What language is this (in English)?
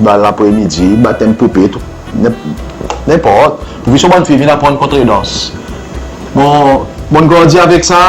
Seselwa Creole French